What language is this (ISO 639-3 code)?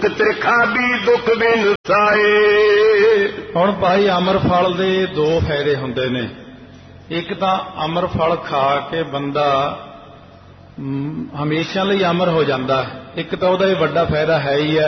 pan